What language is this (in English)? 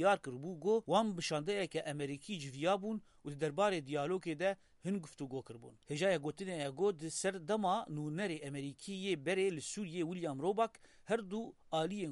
Kurdish